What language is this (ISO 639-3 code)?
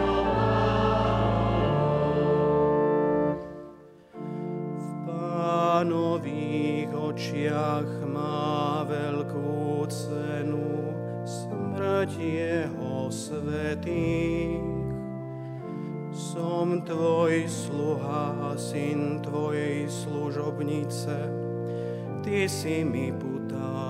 slk